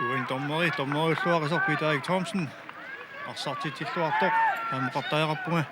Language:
Kalaallisut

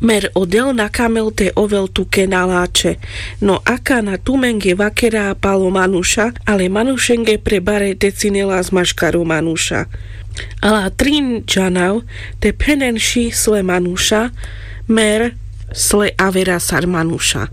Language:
Carpathian Romani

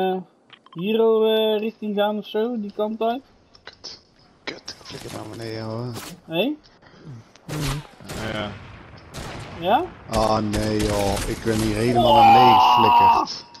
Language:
Dutch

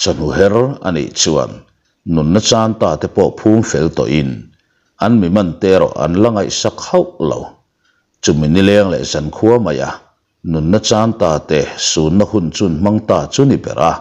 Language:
Mizo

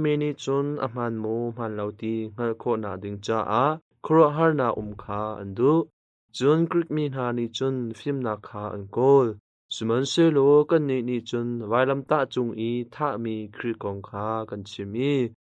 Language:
Hakha Chin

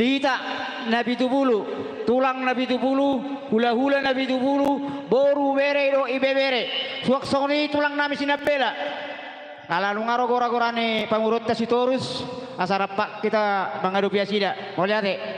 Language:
Batak Toba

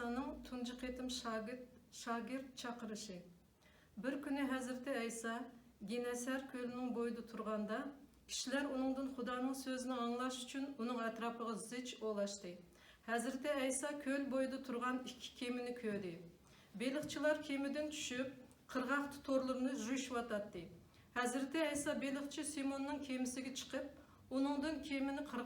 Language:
Uyghur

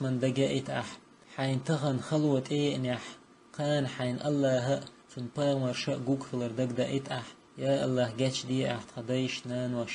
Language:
Chechen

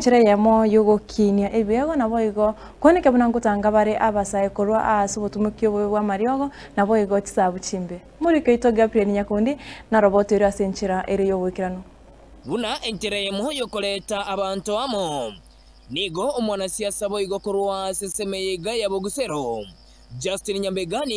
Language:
Gusii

